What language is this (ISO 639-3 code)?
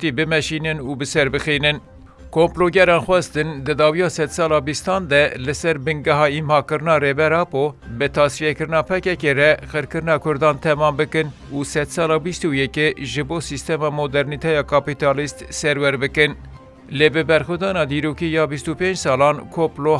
kur